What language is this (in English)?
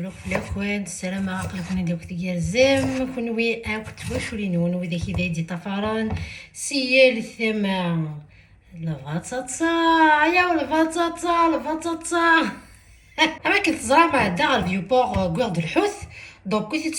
Kabyle